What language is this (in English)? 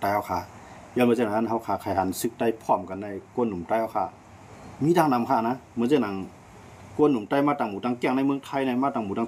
Shan